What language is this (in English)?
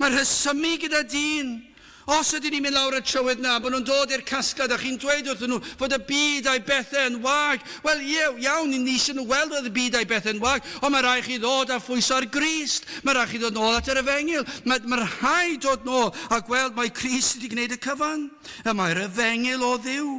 Welsh